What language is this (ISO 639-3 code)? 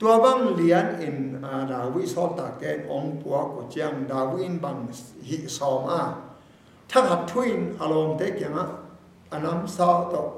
ctd